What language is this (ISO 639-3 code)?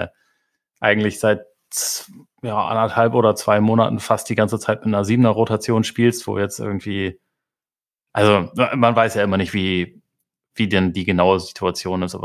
deu